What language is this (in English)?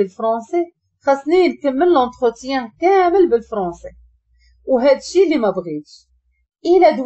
Moroccan Arabic